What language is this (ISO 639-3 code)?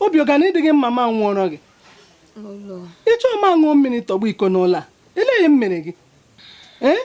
ibo